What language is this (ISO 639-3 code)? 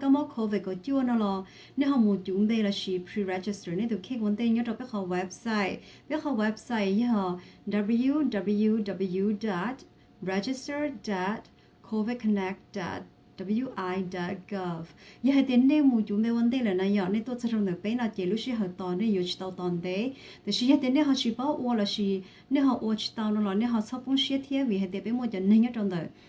hmn